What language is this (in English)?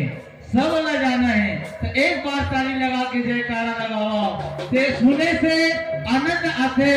Chhattisgarhi